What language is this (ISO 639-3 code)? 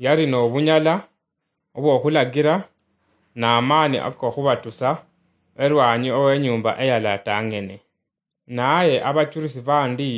luy